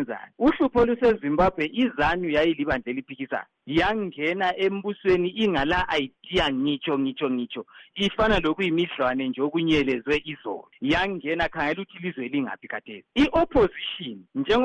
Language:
North Ndebele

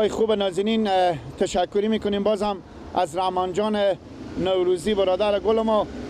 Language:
Persian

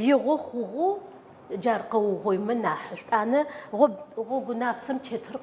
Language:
Adyghe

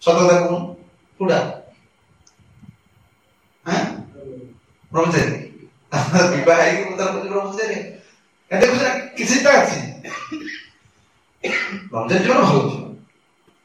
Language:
Odia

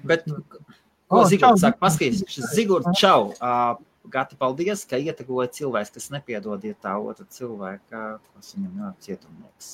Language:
Latvian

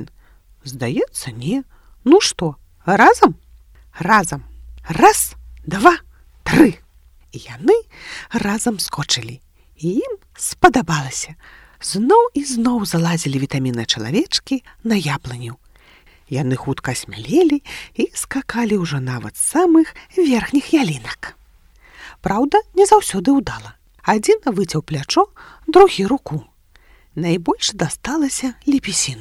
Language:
Belarusian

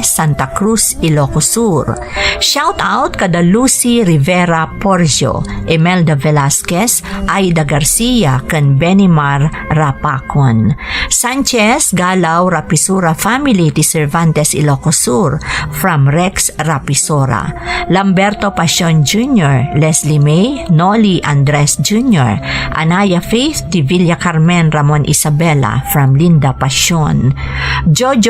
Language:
Iloko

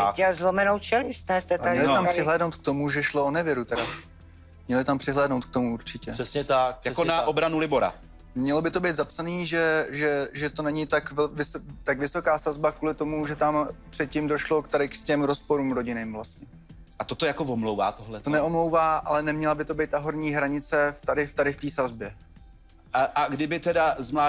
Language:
Czech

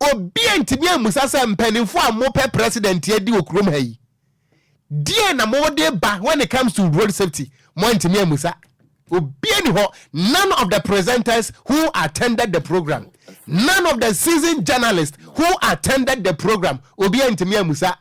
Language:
Akan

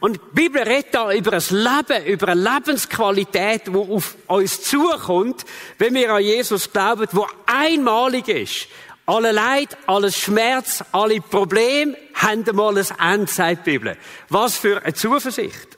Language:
Swiss German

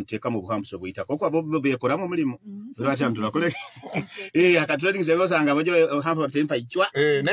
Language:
Nyoro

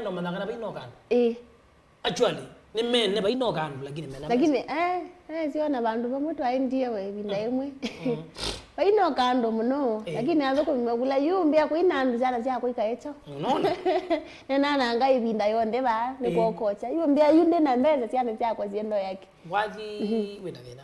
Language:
Kamba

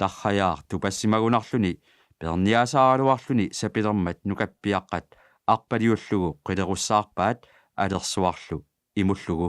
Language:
Kalaallisut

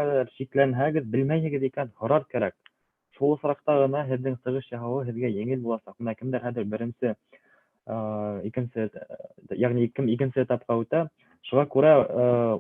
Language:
Bashkir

